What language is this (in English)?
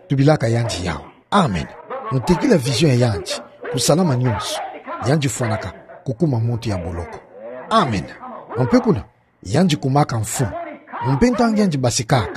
Kituba (Democratic Republic of Congo)